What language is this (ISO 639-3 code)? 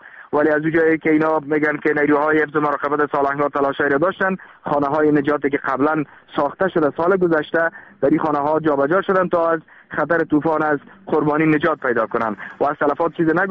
fas